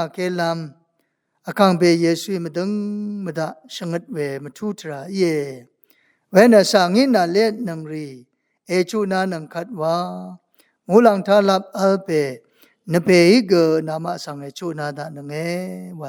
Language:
Rawang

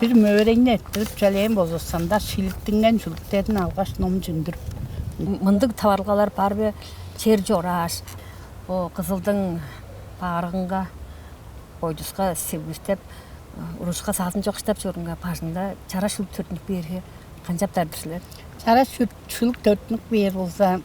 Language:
Tuvinian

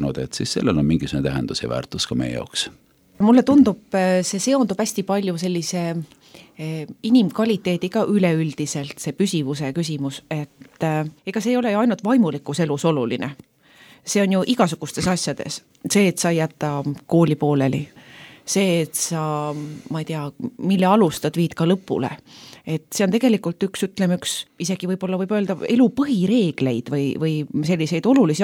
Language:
Estonian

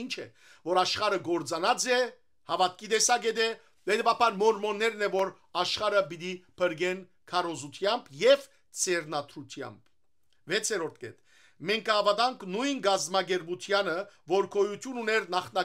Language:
Western Armenian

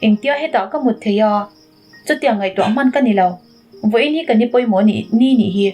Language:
Mizo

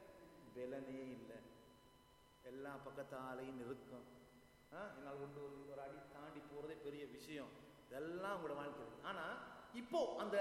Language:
Tamil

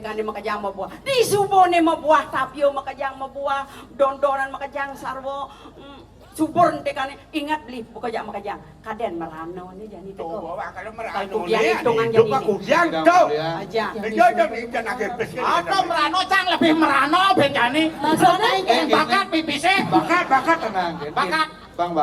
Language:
Balinese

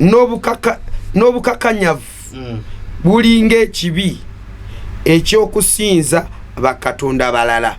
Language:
Ganda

